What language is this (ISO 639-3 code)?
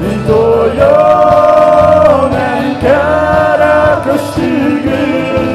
sah